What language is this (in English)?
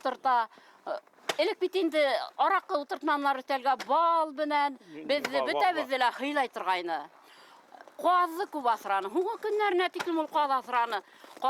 Bashkir